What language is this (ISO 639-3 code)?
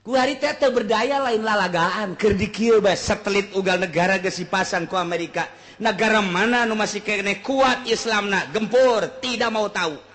sun